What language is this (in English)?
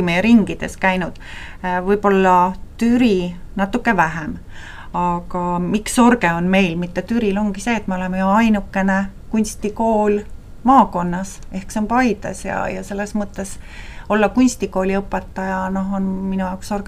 Estonian